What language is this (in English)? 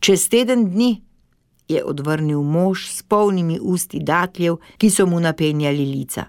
Slovenian